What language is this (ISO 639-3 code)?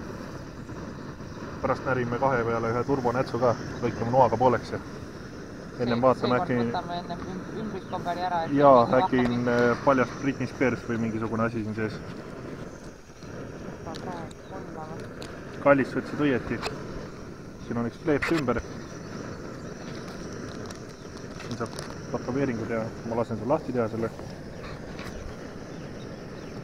est